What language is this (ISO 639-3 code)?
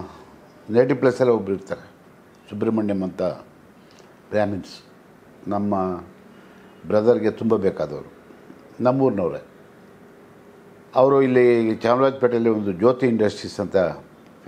kan